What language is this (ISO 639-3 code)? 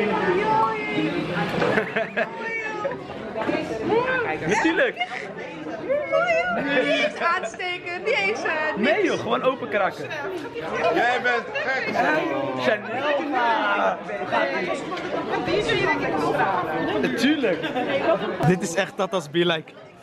nld